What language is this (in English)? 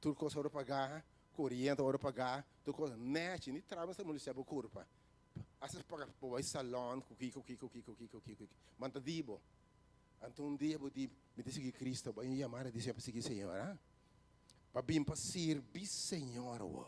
Papiamento